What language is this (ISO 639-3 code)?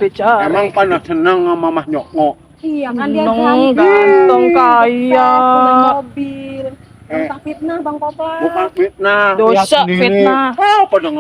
bew